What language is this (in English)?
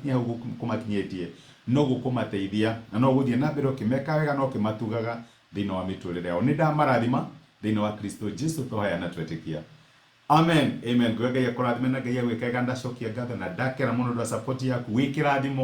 Kikuyu